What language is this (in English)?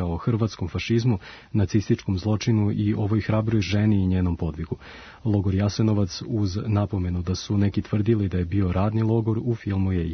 Serbian